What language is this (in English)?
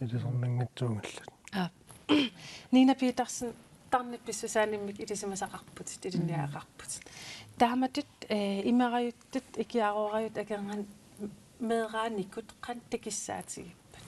Kalaallisut